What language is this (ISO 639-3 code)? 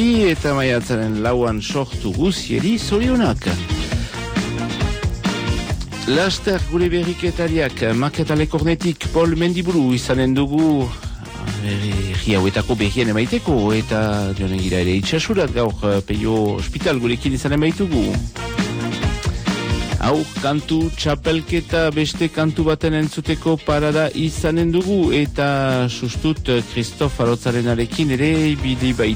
eus